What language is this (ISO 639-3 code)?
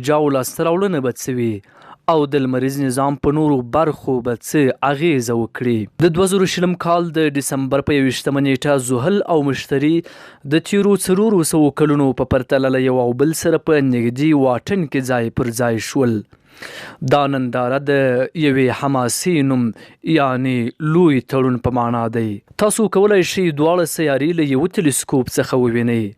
pus